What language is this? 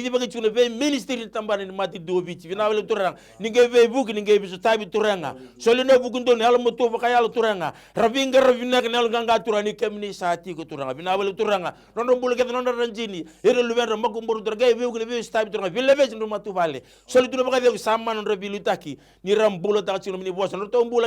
Fijian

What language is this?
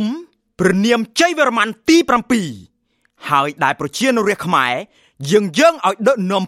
Khmer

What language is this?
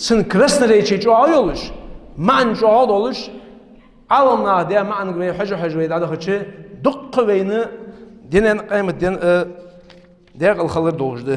Ingush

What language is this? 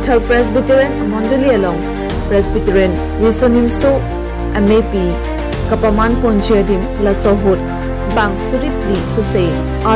Karbi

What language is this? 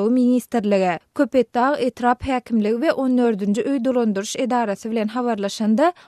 Turkmen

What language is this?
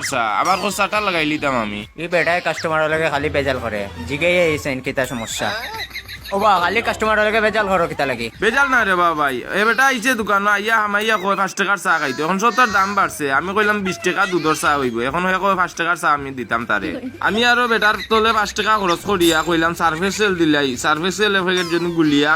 Sylheti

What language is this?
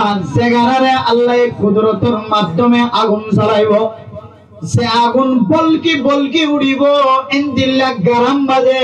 Rohingya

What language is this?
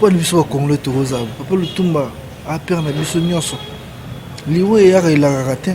Lingala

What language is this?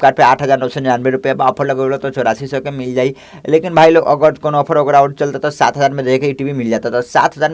Bhojpuri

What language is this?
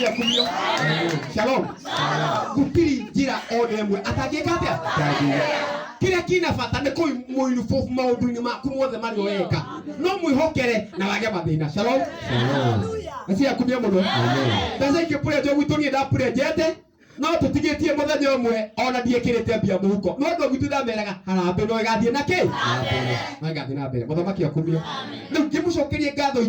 Kikuyu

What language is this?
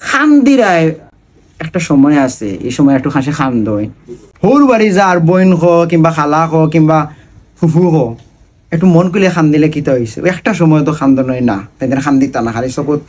Sylheti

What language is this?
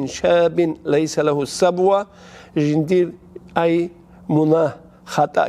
Avaric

